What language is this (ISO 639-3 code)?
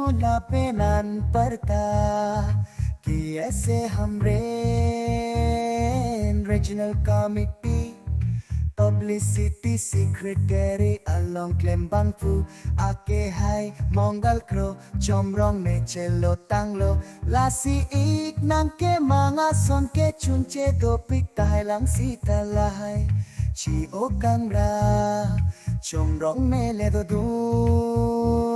mjw